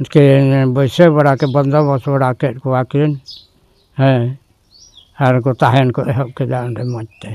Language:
Santali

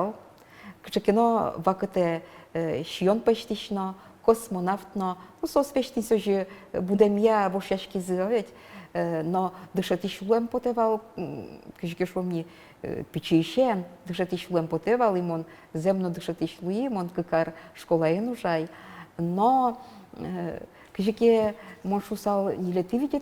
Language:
Udmurt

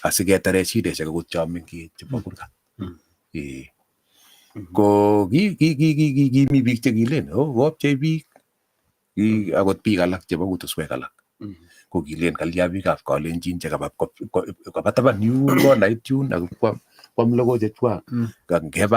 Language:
Kalenjin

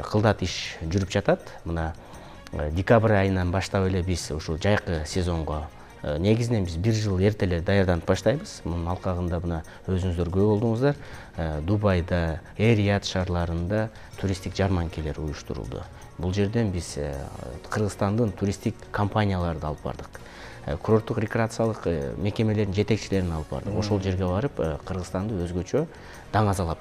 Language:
Kyrgyz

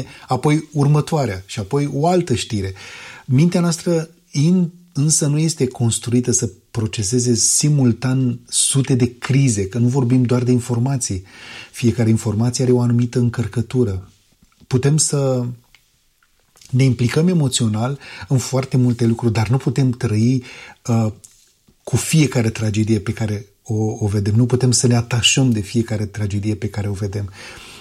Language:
Romanian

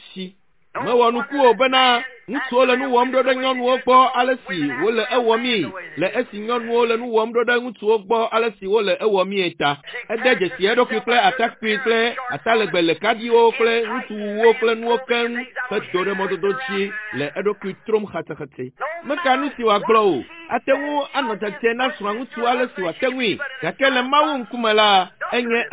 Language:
Ewe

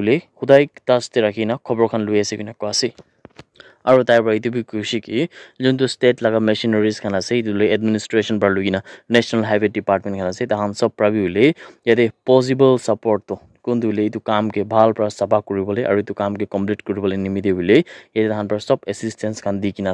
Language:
Naga Pidgin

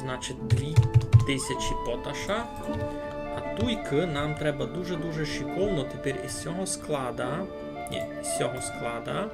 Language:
Rusyn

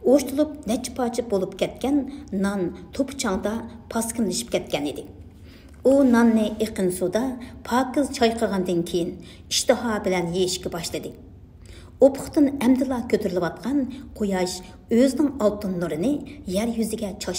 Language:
Uyghur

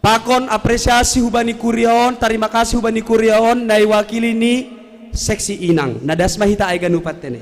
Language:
Batak Simalungun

